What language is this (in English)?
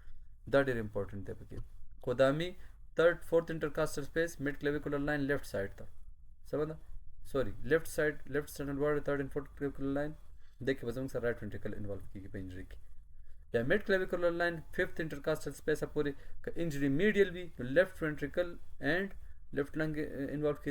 Pashto